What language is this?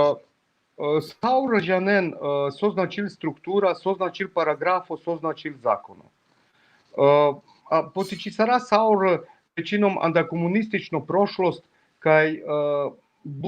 Balkan Romani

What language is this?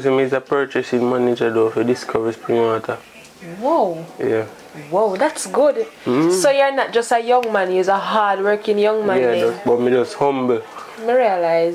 Jamaican Creole English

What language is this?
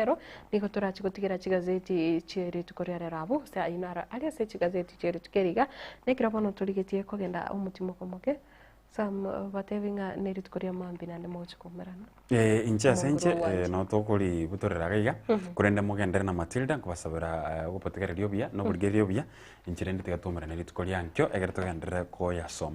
Gusii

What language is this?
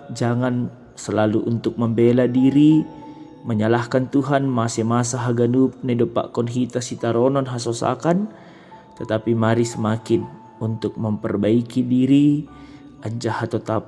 Batak Simalungun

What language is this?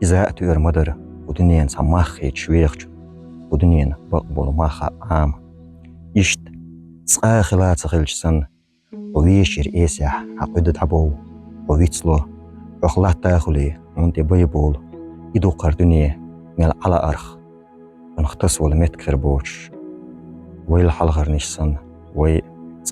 Chechen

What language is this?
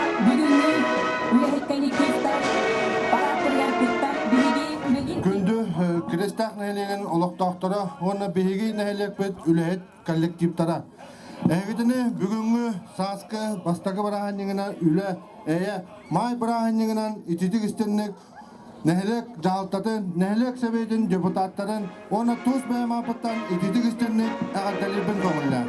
Yakut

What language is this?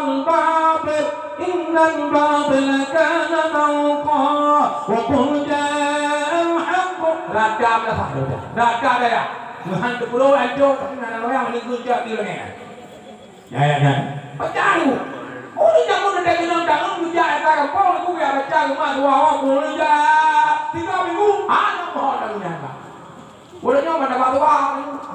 Achinese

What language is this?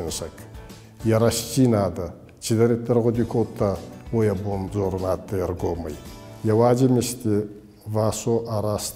Ossetic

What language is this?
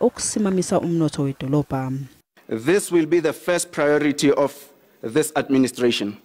Zulu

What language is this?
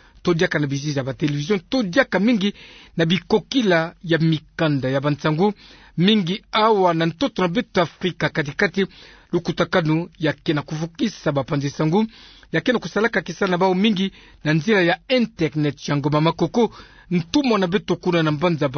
Kituba (Democratic Republic of Congo)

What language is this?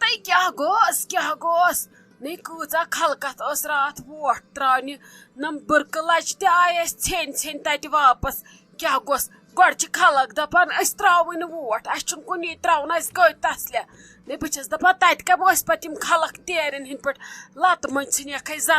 Kashmiri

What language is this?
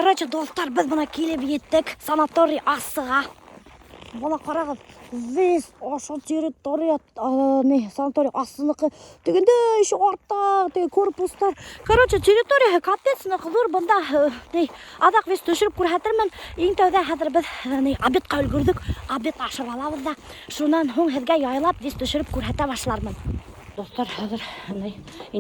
Bashkir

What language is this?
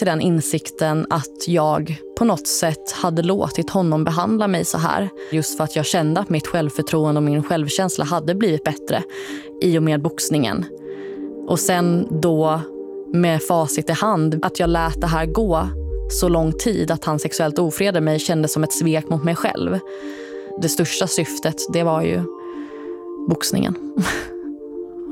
Swedish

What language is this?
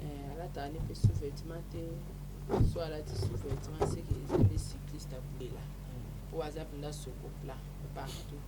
Lingala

